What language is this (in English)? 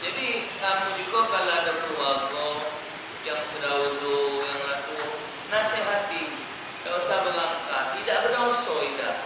Musi